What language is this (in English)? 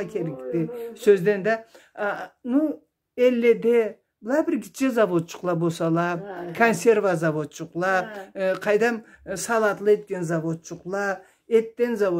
Karachay-Balkar